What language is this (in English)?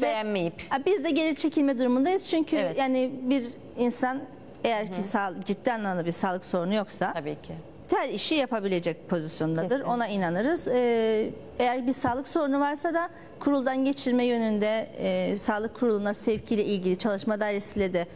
Turkish